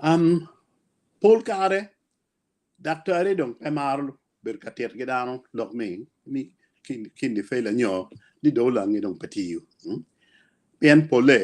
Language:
Acoli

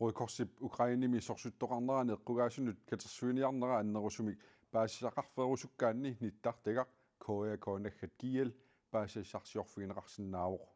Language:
Kalaallisut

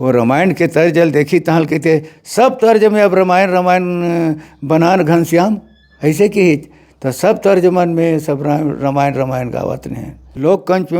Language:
Chhattisgarhi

